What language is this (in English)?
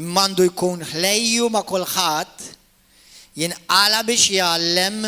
Maltese